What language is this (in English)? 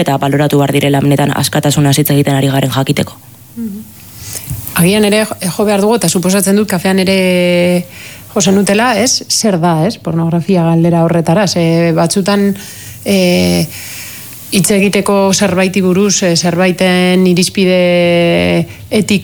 Basque